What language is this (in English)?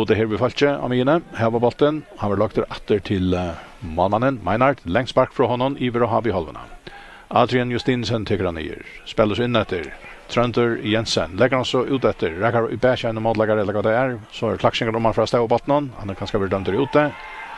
Faroese